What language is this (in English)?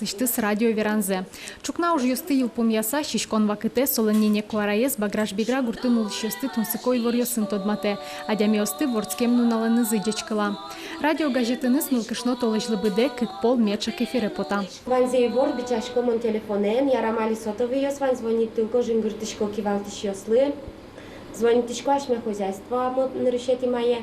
Udmurt